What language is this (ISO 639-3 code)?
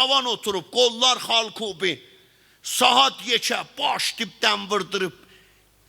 azb